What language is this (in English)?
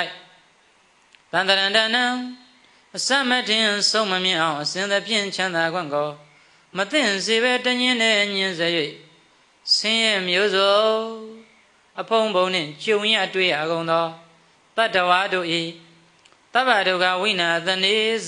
Burmese